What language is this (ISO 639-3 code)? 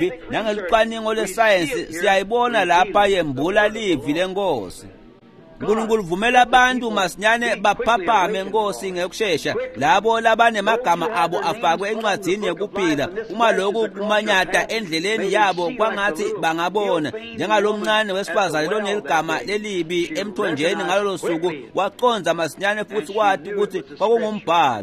ssw